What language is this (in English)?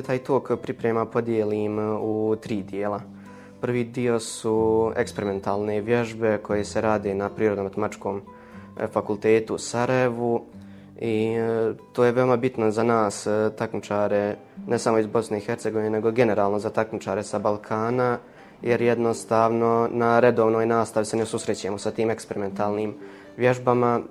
Bosnian